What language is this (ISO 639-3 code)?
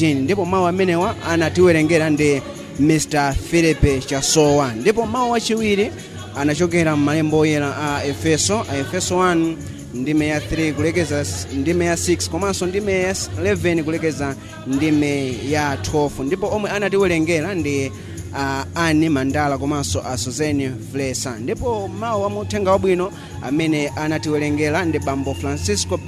nya